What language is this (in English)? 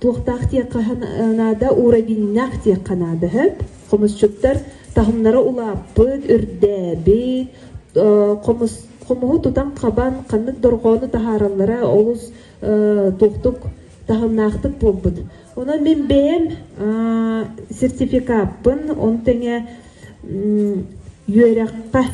Yakut